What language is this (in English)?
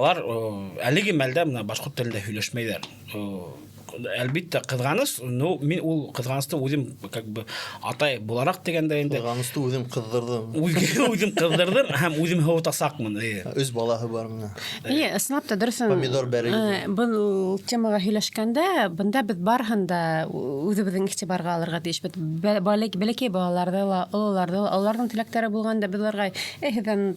Bashkir